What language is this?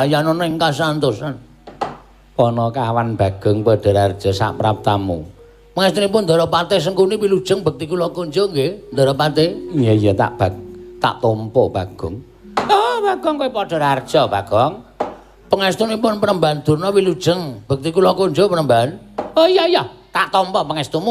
Javanese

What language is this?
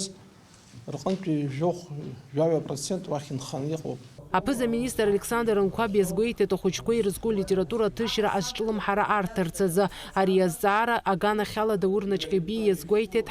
Abkhazian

